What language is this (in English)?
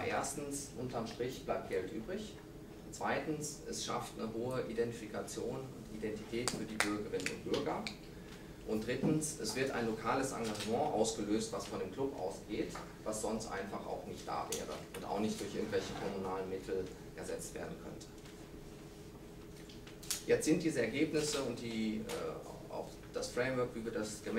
German